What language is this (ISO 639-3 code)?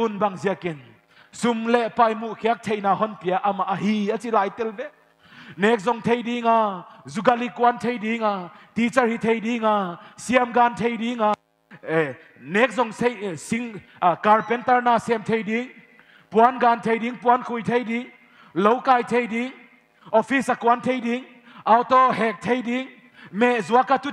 pck